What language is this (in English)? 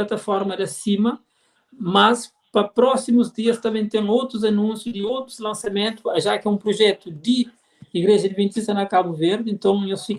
Kabuverdianu